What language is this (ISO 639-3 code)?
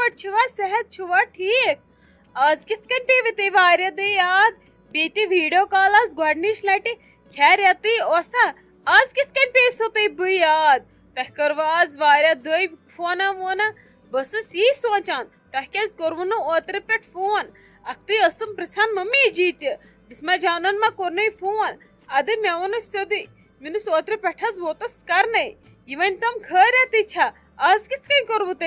kas